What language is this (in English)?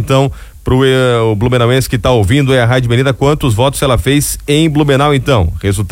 Portuguese